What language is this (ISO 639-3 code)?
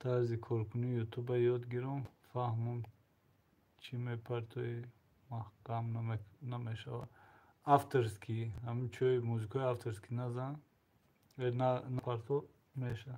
tgk